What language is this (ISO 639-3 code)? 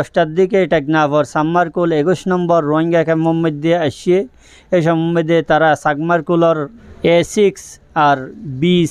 rhg